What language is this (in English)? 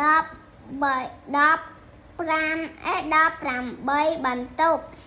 Khmer